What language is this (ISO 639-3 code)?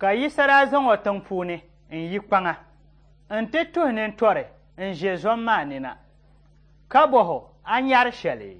dag